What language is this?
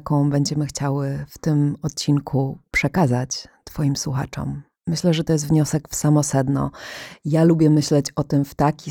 Polish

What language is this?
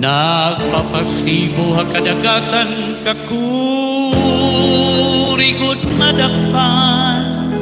Waray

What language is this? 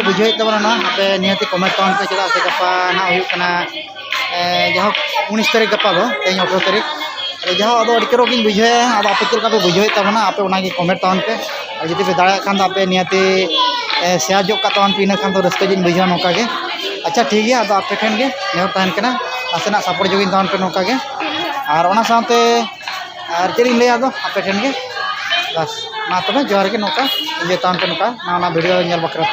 Santali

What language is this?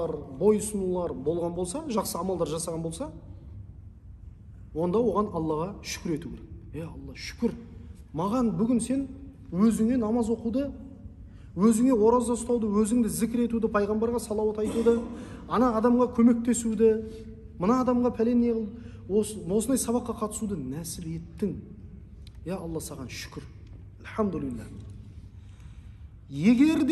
Kazakh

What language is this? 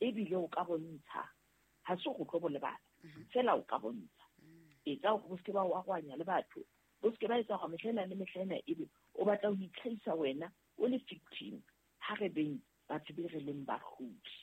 Southern Sotho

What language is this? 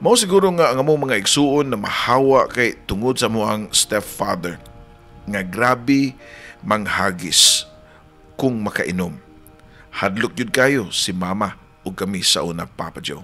Cebuano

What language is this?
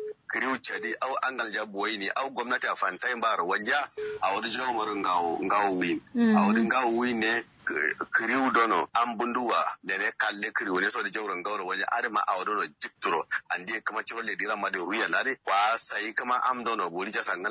Kanuri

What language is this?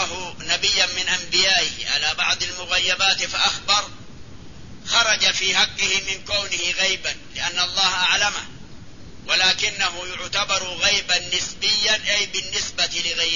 Arabic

